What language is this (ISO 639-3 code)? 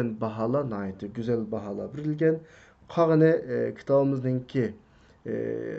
uig